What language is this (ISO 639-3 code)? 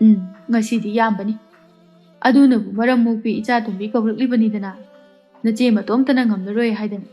mni